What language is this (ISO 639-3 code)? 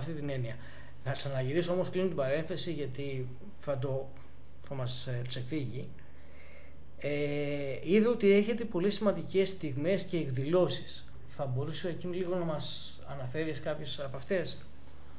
ell